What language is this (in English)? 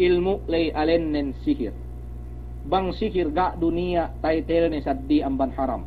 Yakan